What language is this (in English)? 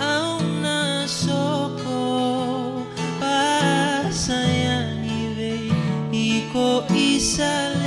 Fijian